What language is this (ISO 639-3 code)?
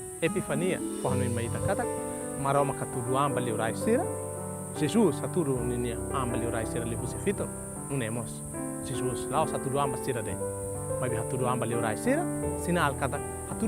tet